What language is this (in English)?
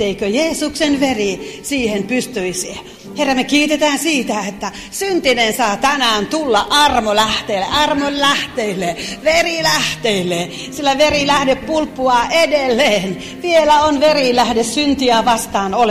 Finnish